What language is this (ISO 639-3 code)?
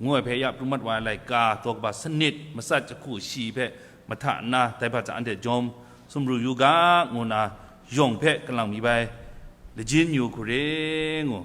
kac